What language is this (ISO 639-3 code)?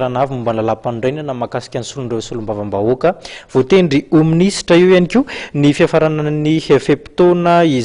mlg